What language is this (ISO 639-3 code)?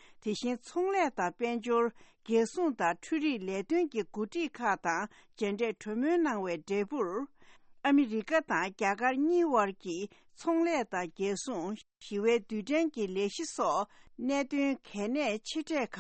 bod